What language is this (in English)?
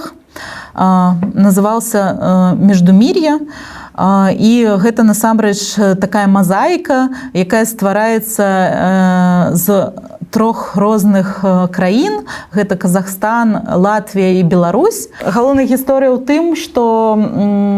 Belarusian